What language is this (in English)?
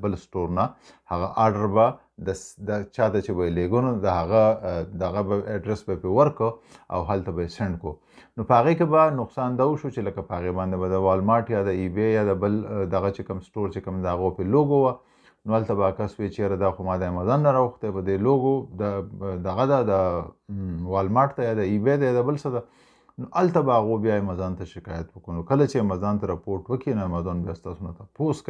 Pashto